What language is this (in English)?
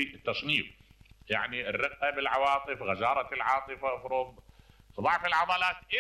Mesopotamian Arabic